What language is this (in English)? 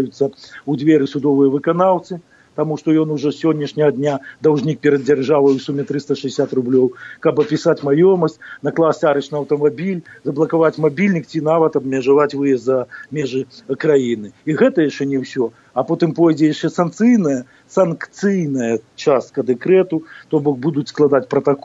Belarusian